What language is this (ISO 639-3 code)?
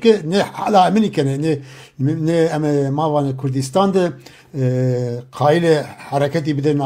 zza